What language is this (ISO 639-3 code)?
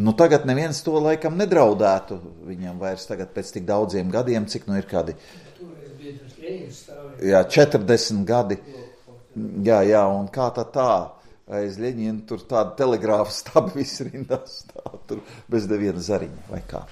lav